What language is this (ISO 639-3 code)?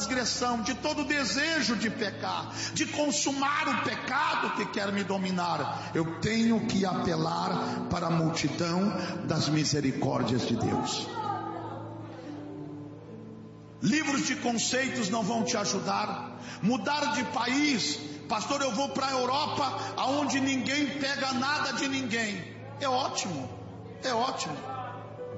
por